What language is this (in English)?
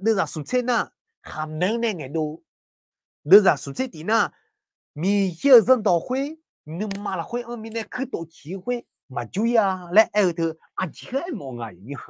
Akha